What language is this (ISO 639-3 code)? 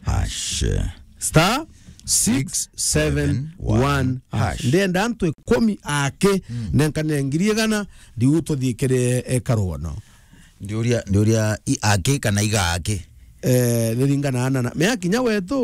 mer